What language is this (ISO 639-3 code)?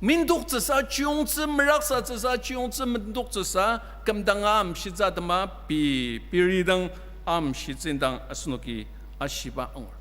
njo